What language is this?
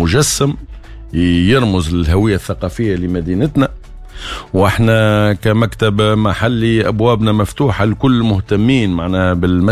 Tunisian Arabic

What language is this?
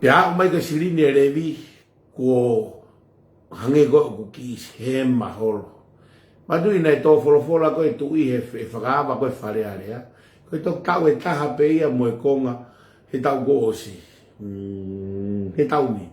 Tongan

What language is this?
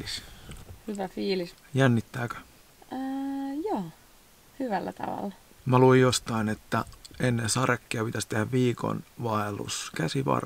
Finnish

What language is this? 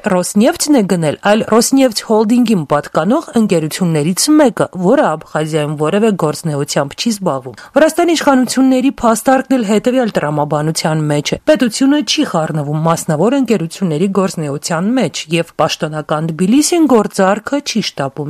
Armenian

